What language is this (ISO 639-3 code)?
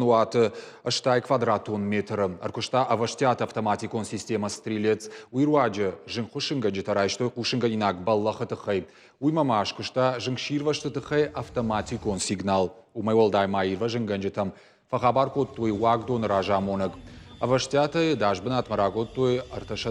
oss